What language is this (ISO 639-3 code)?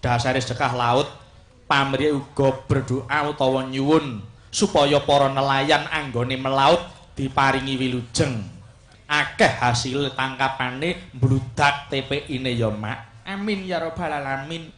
jav